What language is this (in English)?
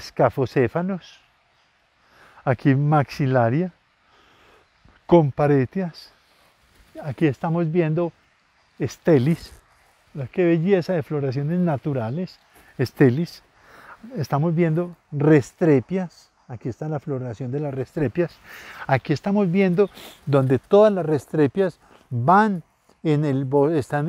Spanish